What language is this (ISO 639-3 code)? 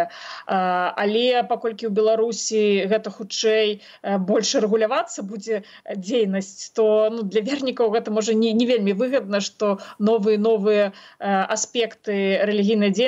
bel